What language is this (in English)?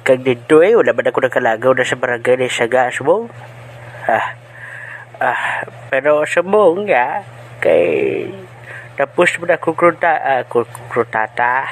Hiligaynon